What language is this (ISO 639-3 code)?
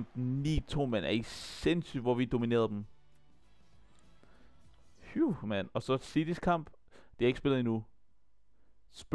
dan